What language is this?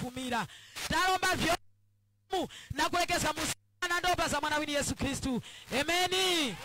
Nyanja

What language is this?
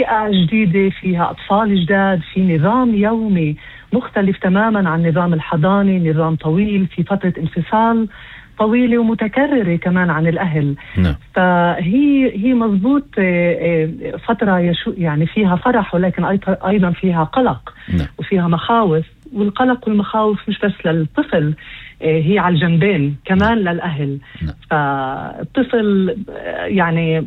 North Levantine Arabic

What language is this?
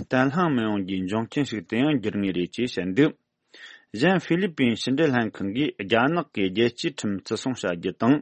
Tibetan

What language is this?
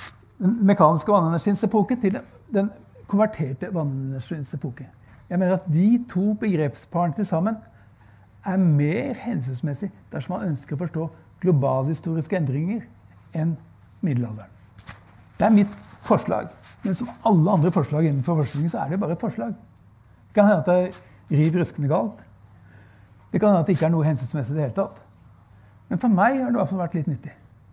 Norwegian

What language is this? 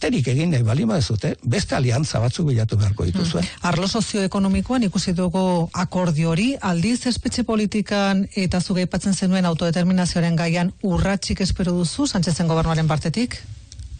Basque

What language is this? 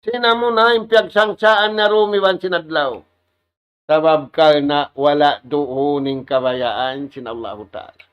Tausug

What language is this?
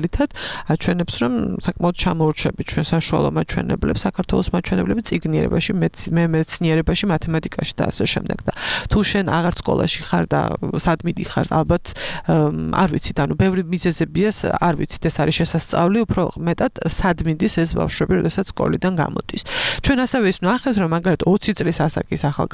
Georgian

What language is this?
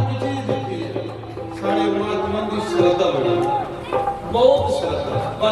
Dogri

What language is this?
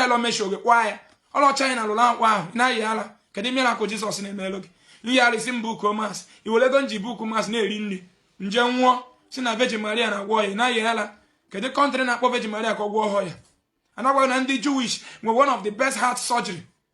Igbo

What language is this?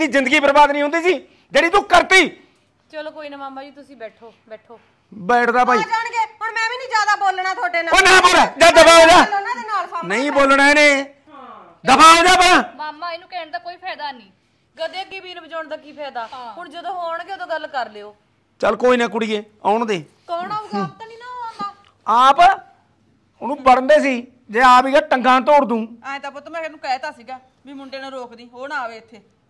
Punjabi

